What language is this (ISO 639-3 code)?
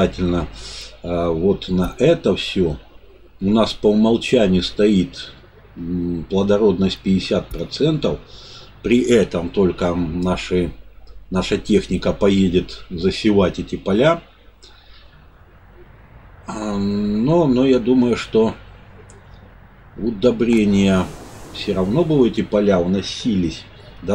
rus